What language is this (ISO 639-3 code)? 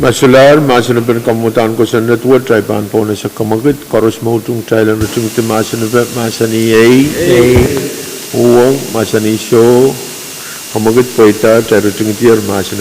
pon